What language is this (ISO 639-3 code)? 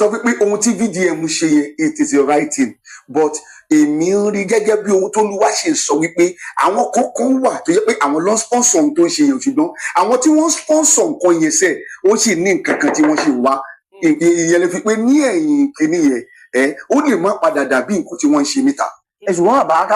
yor